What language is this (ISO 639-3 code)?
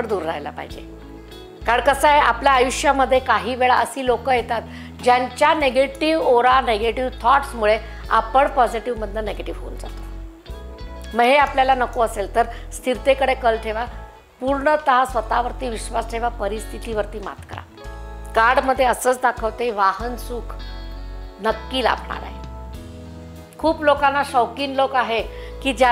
mar